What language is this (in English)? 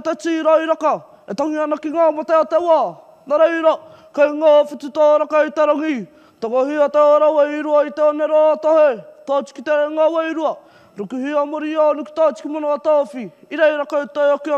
Māori